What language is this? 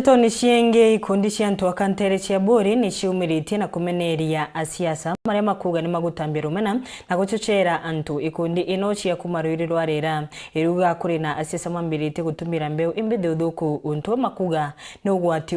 Meru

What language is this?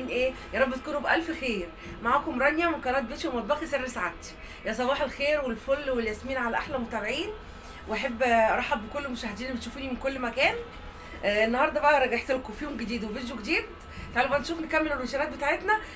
Egyptian Arabic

